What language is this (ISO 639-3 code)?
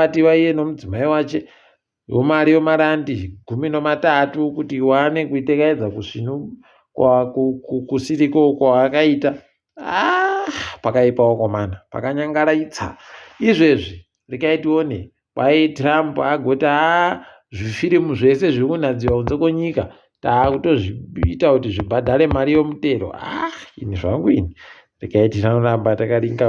ndc